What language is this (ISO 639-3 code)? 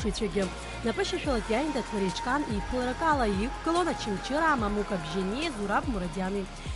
abk